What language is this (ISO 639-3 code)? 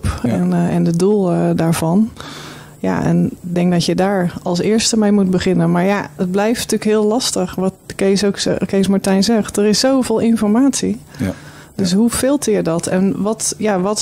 nld